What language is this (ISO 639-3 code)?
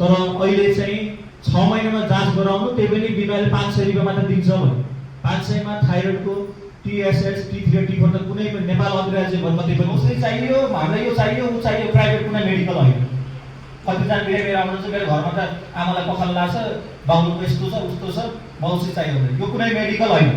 nep